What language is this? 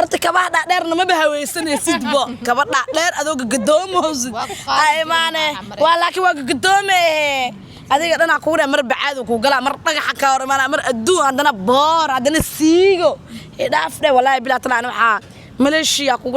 Somali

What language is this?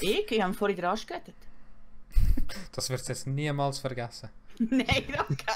Swiss German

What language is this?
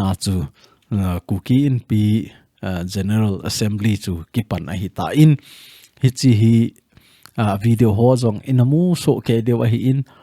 Thado Chin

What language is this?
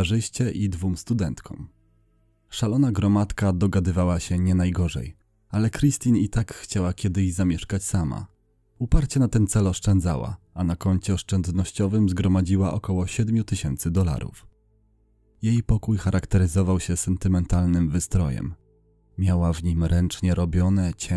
Polish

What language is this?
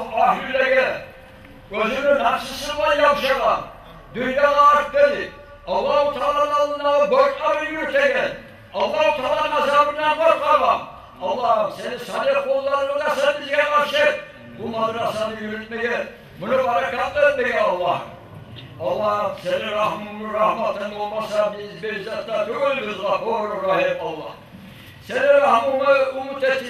Kumyk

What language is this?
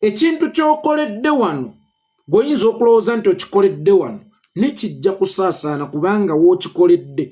Ganda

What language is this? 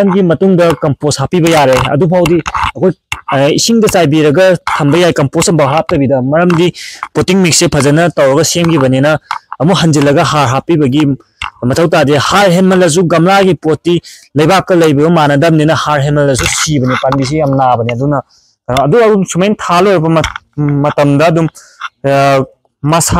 Manipuri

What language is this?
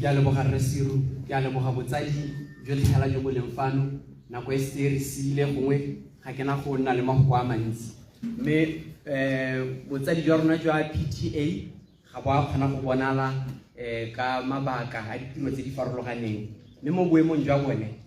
Tswana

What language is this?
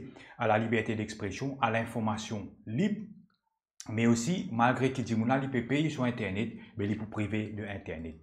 Morisyen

